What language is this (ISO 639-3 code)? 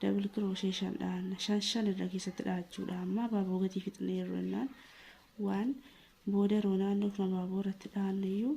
orm